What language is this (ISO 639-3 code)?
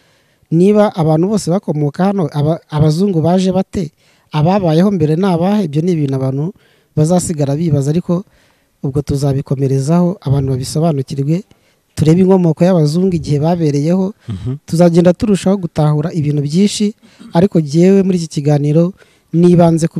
kin